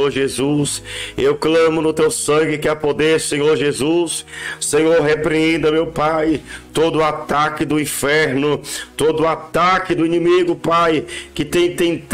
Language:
Portuguese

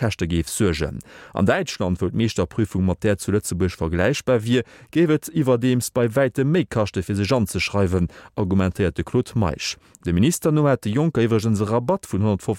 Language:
Luxembourgish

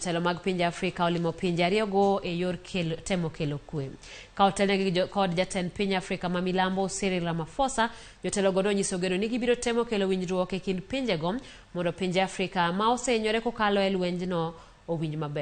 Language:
Luo (Kenya and Tanzania)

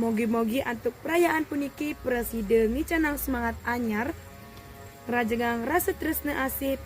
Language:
Balinese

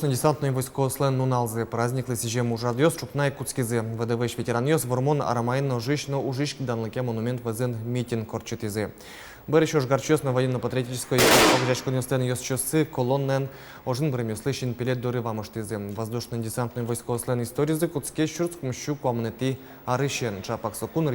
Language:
Udmurt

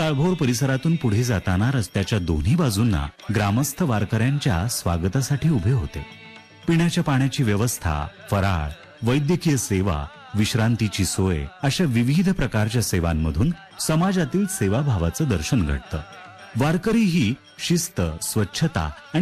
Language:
Marathi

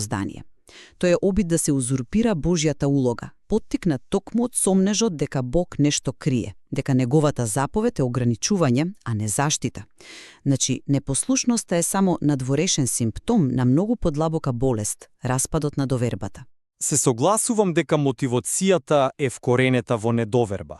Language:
Macedonian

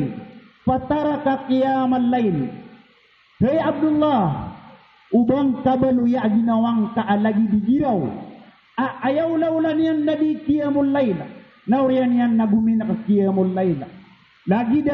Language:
Maranao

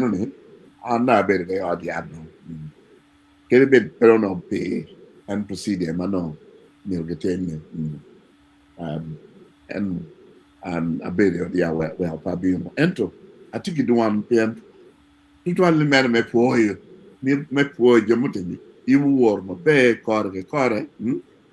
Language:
Acoli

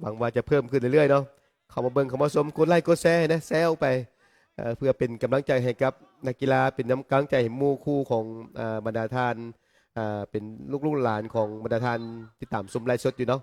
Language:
Lao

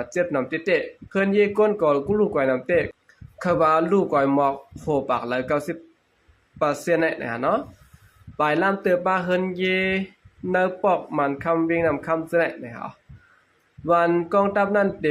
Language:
Shan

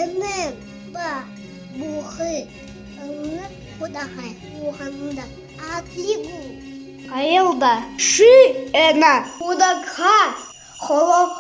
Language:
Buriat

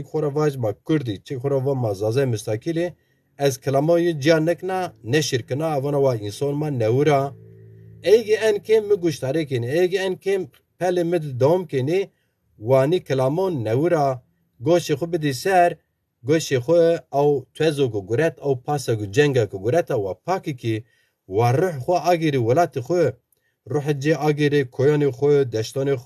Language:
Zaza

